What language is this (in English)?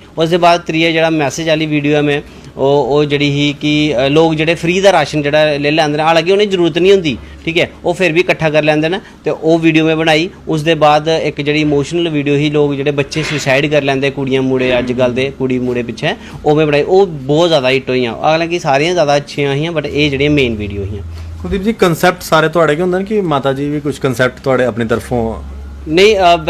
Dogri